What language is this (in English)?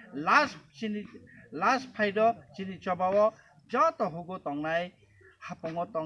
Kok Borok